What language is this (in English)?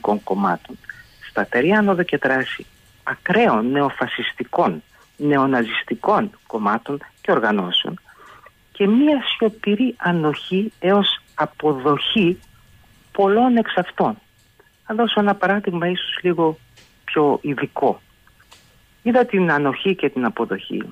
Greek